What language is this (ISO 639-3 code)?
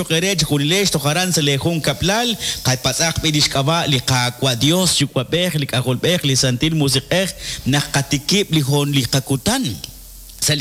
kek